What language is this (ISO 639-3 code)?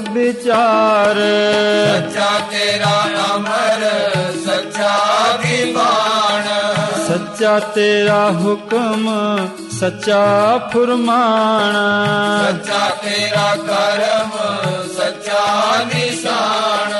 pan